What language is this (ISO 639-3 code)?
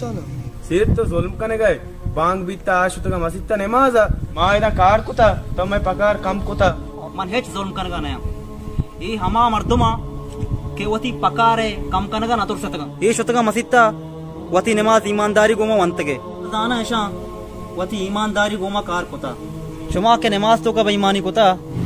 bal